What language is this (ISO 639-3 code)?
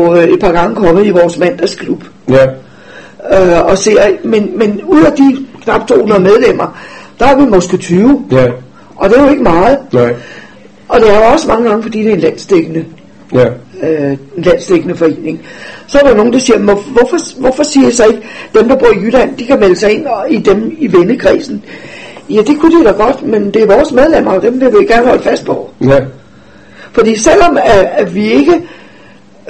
dan